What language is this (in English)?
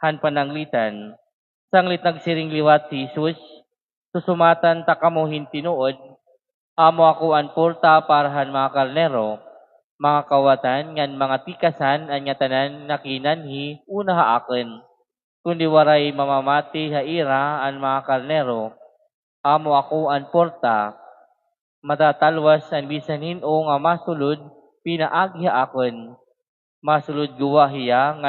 Waray